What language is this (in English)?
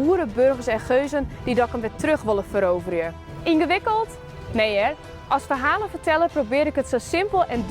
Western Frisian